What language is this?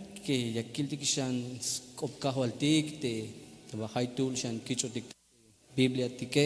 Tzeltal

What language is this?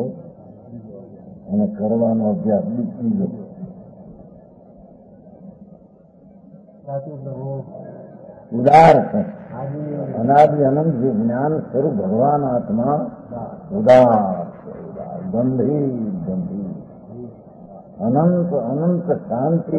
Gujarati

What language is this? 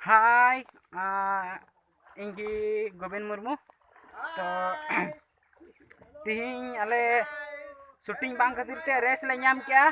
Santali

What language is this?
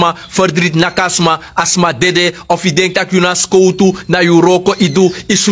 Sranan Tongo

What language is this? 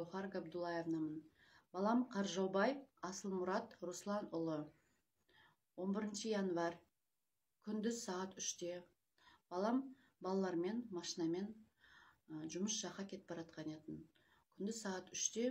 Kazakh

